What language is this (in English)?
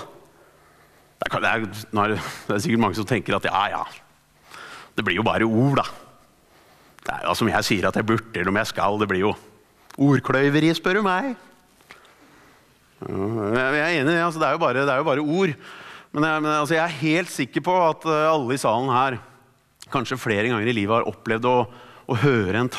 Norwegian